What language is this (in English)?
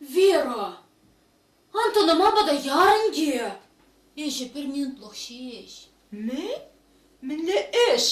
Chuvash